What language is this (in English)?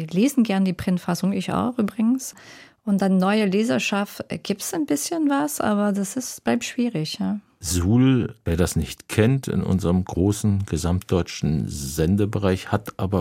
German